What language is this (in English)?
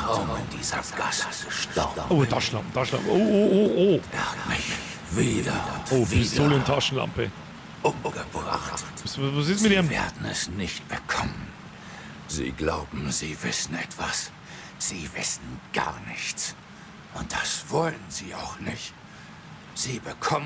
Bavarian